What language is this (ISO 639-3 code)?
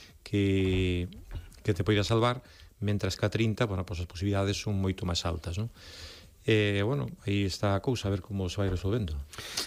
glg